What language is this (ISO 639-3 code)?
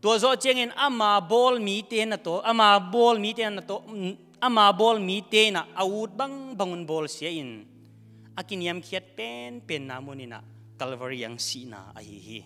ctd